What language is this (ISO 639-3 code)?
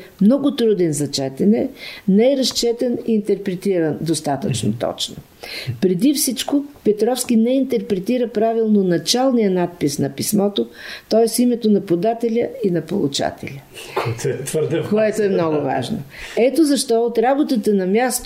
bul